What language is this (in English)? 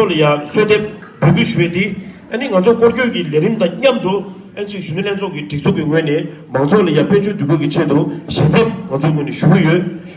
Tibetan